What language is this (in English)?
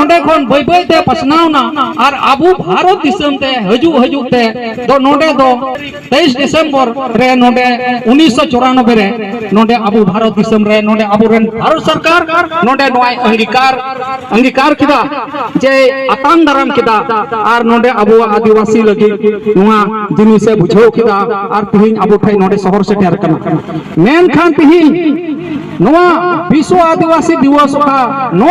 Santali